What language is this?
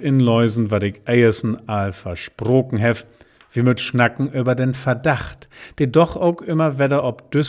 Low German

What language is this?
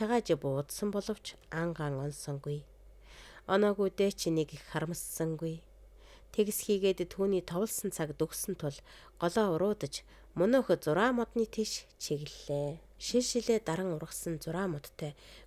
Mongolian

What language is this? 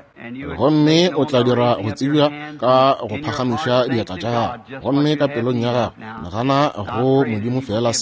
Northern Sotho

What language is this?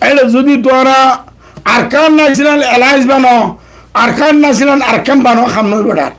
Rohingya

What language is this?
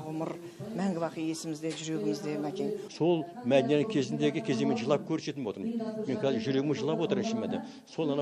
Kazakh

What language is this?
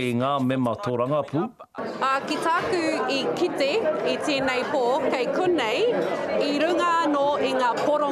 Māori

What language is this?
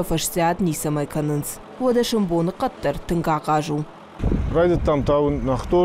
Ossetic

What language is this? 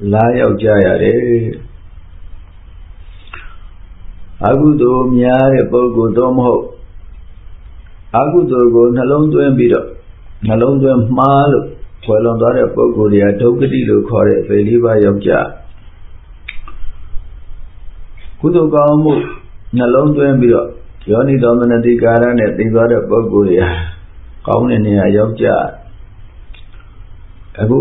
Burmese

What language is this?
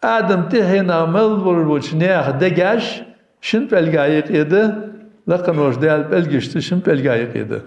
Ingush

